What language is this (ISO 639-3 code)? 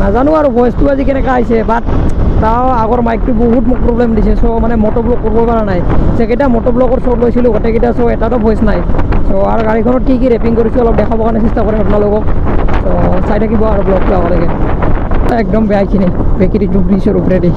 asm